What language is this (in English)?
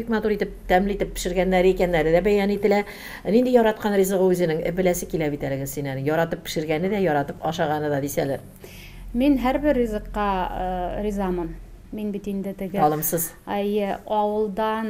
Tatar